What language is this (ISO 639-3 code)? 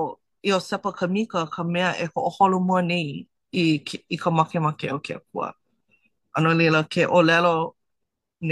haw